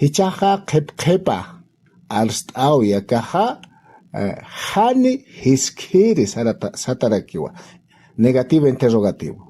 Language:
Aymara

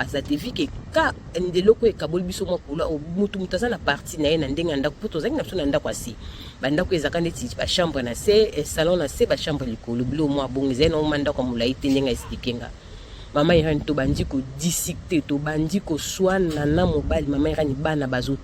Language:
Lingala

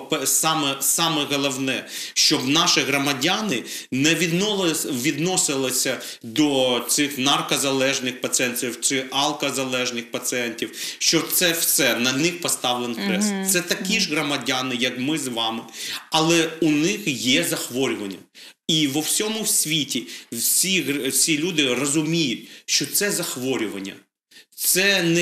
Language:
Ukrainian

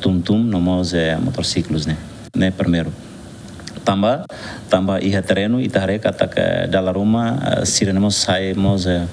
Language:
Tetum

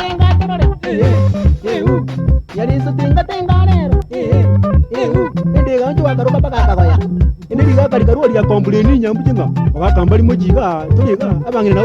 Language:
Gusii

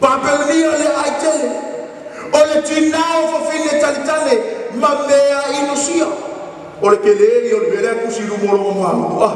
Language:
Samoan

